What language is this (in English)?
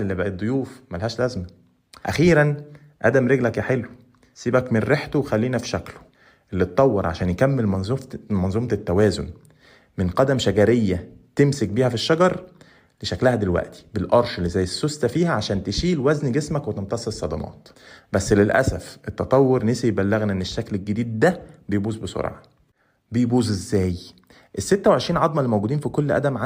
Egyptian Arabic